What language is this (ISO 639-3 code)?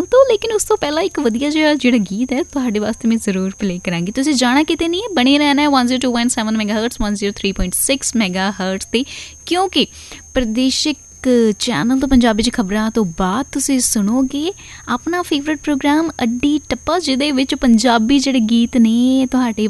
pan